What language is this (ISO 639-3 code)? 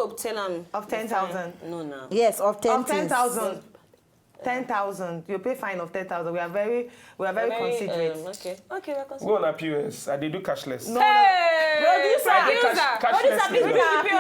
pcm